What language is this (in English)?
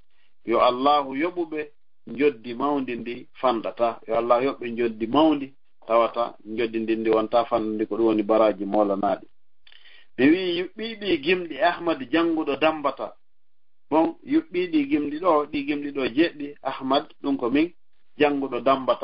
Fula